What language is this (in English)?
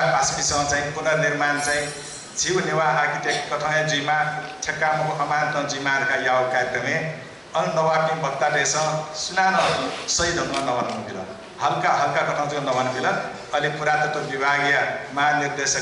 Newari